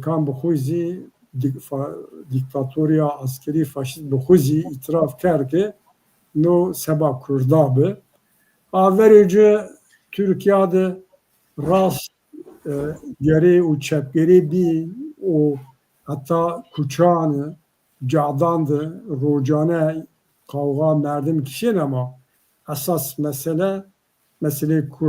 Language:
Zaza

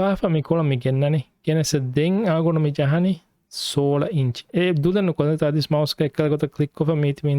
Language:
Divehi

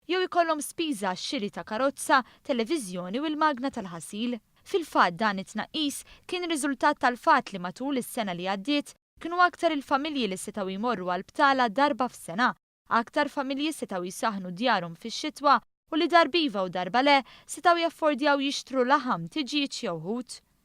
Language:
Maltese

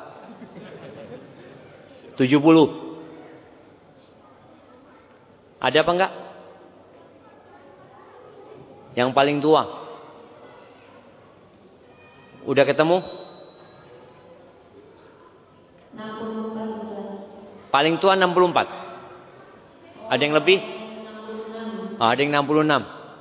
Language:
Indonesian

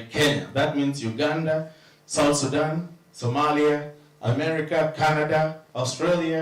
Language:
Kamba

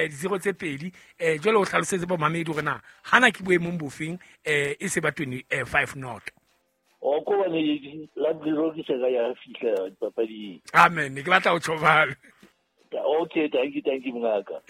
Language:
Southern Sotho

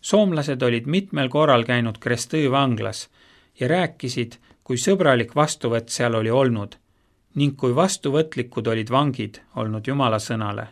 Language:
Estonian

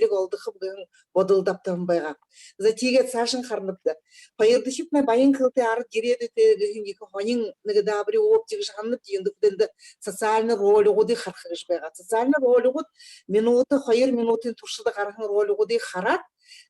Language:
Buriat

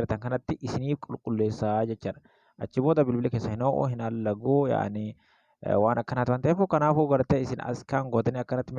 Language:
Oromo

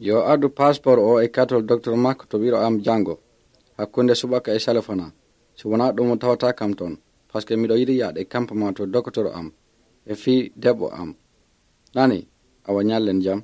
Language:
Pular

